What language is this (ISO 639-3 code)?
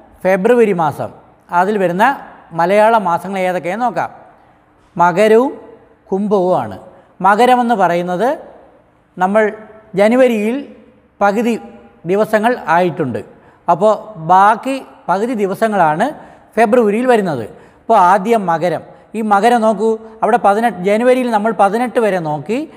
mal